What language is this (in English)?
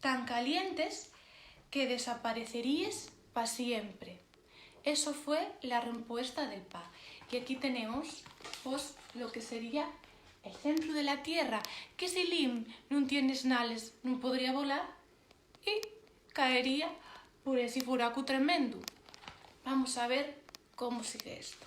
Asturian